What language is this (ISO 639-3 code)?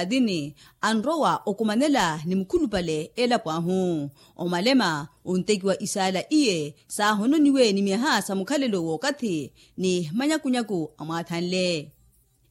vmw